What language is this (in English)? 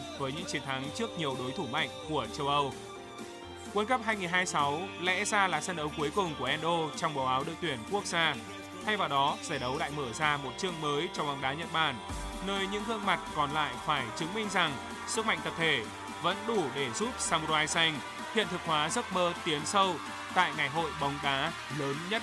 Vietnamese